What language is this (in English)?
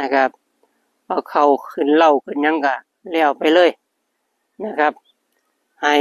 Northeastern Thai